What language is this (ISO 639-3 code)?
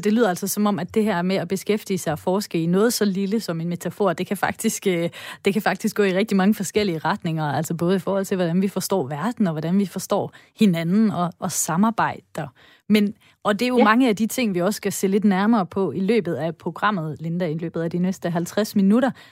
dan